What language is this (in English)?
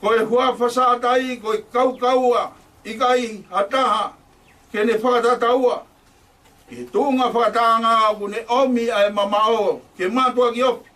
Tongan